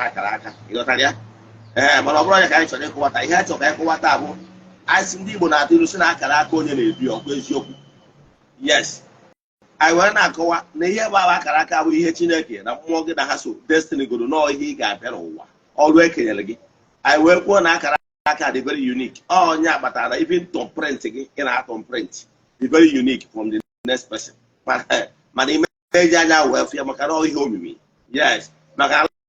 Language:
Igbo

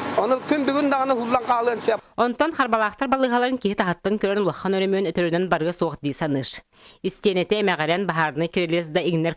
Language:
Yakut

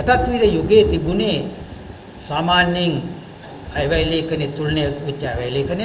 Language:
Sinhala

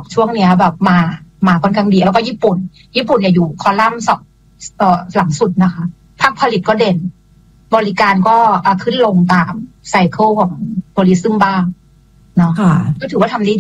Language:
Thai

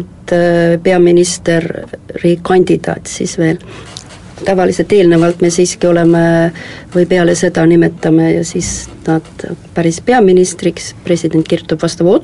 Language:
Estonian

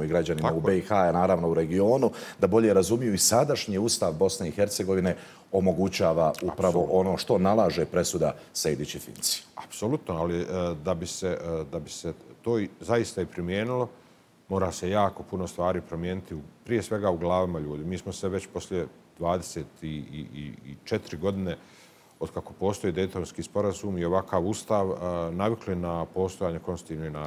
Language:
Bosnian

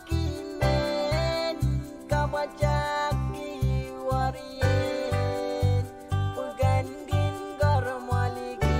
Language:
Pohnpeian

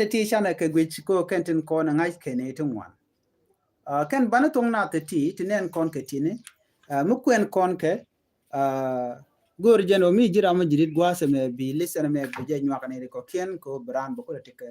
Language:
Nuer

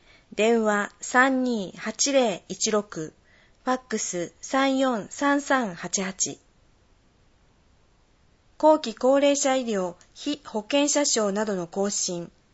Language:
Japanese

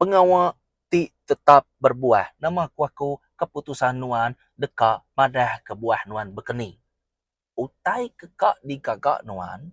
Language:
Iban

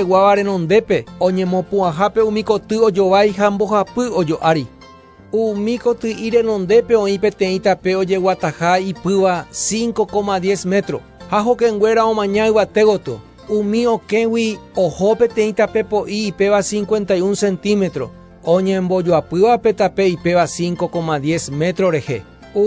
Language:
Guarani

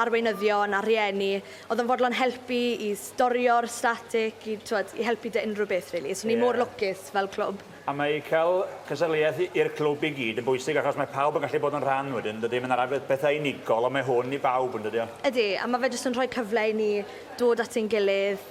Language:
Welsh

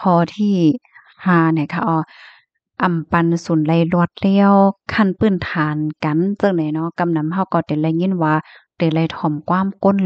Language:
Shan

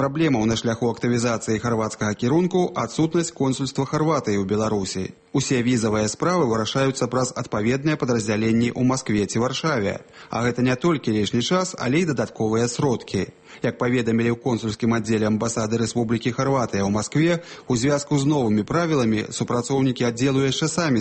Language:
Belarusian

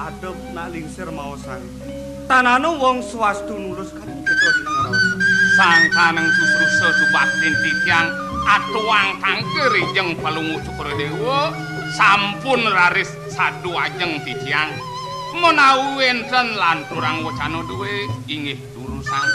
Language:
Balinese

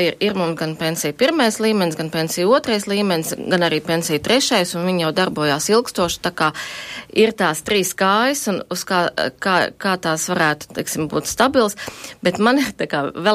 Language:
Latvian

